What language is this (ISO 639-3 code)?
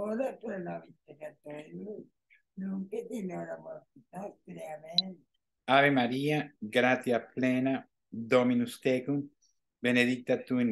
lat